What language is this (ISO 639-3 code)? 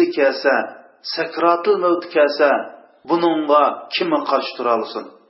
uig